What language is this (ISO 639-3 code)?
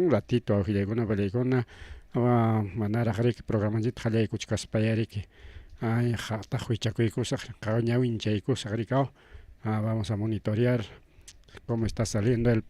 quy